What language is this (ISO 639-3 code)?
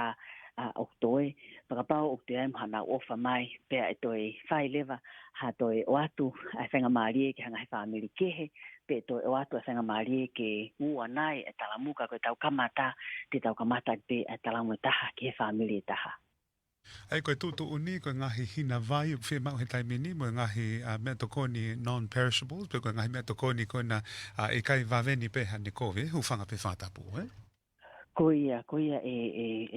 ton